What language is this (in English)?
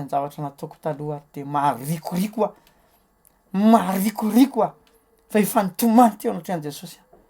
Malagasy